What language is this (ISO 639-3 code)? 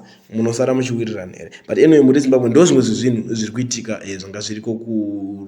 sna